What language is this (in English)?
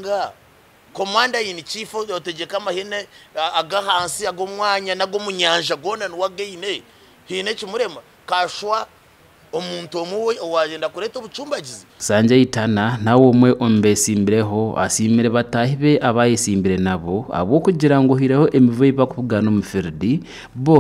Nyankole